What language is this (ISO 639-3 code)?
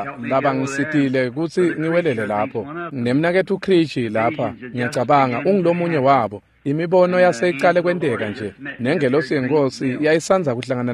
ssw